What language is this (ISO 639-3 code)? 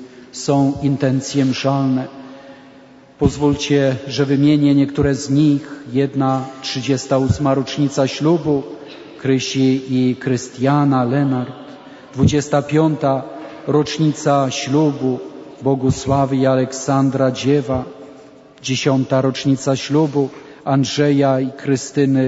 pol